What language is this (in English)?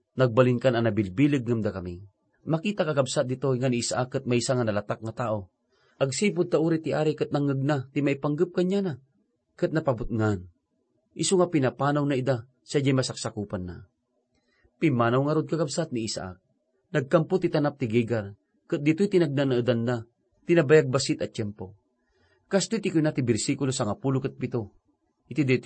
Iloko